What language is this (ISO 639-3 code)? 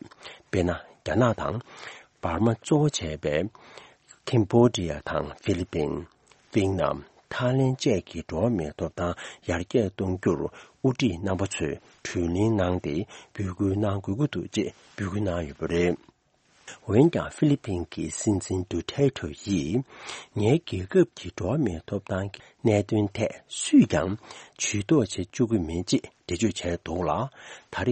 bod